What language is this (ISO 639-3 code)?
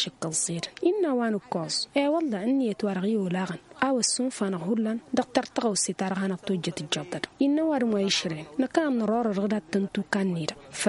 taq